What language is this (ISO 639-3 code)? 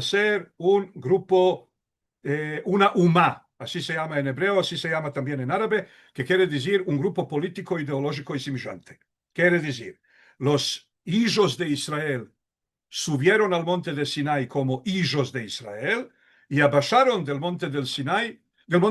lad